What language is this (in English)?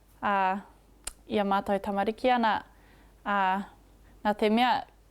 Māori